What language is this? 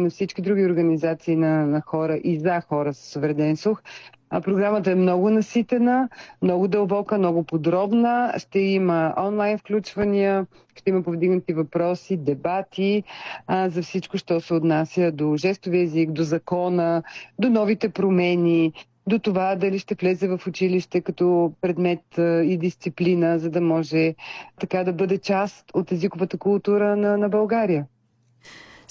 Bulgarian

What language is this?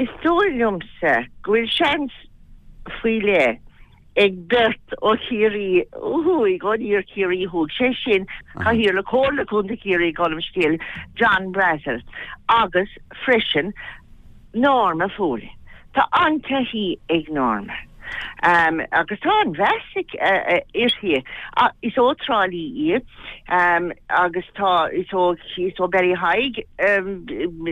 Irish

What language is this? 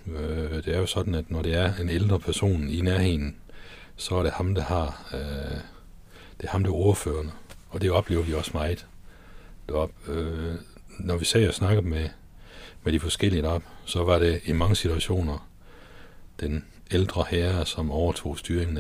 Danish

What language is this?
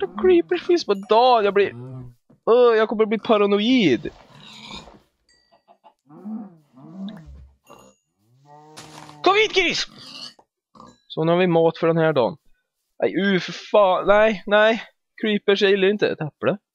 Swedish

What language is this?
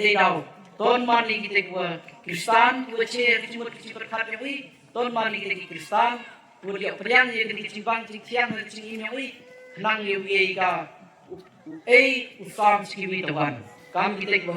Khasi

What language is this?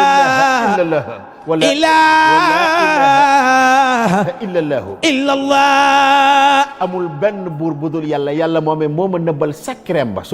Wolof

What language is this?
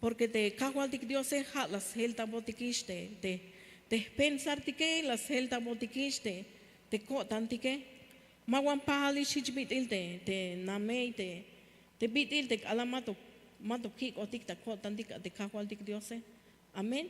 Tzeltal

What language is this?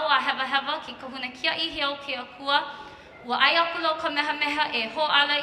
Hawaiian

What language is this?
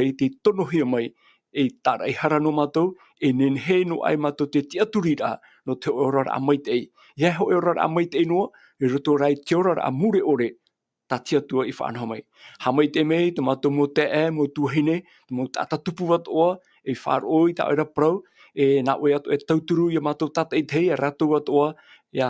Tahitian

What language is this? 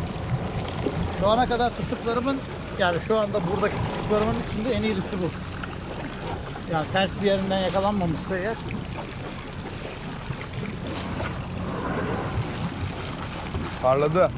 Turkish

